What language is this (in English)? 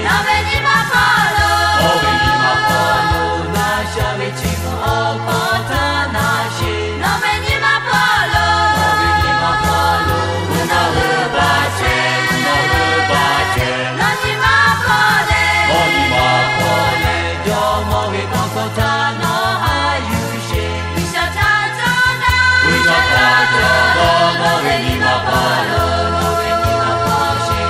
Lahu